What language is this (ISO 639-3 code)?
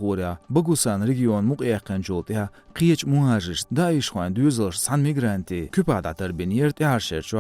che